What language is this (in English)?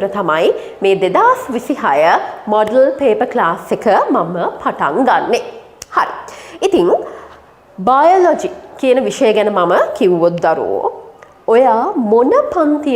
Sinhala